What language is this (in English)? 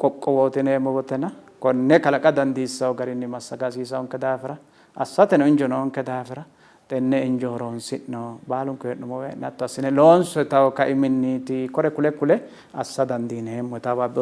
Sidamo